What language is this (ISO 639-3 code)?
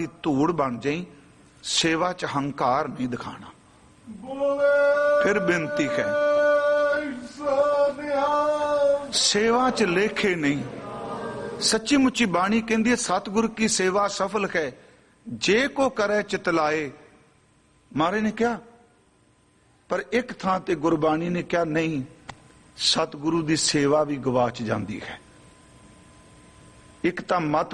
pan